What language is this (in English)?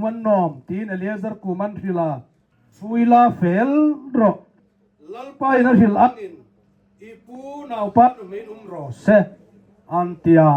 Hmar